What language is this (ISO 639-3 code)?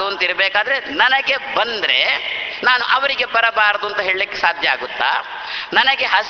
kan